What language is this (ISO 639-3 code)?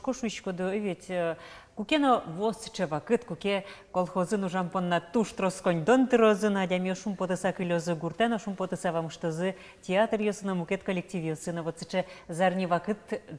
udm